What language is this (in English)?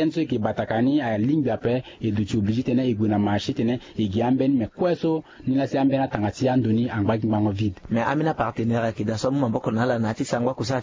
Sango